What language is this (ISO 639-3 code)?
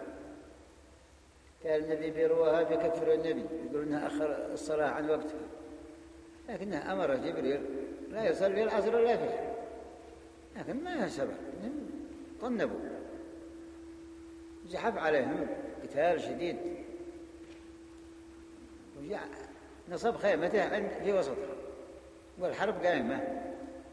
ara